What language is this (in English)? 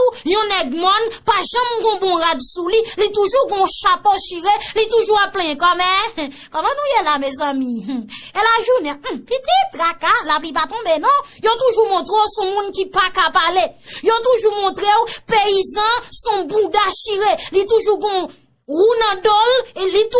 Haitian Creole